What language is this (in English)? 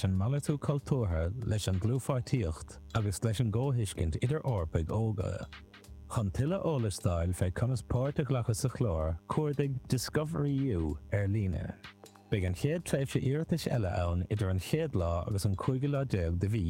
Irish